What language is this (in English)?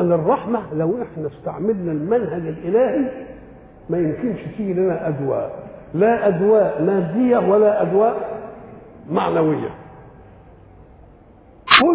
Egyptian Arabic